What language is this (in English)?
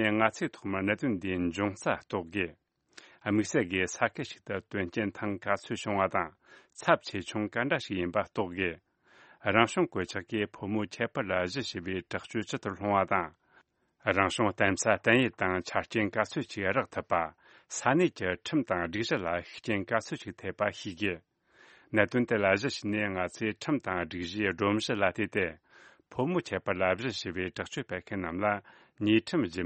Tibetan